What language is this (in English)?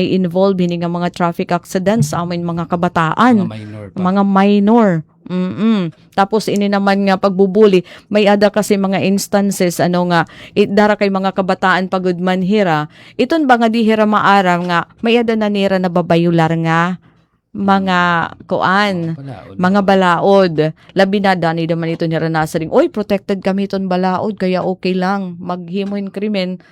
Waray